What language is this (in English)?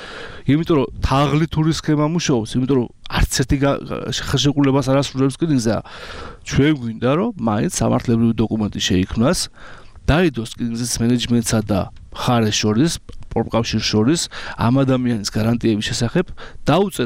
Georgian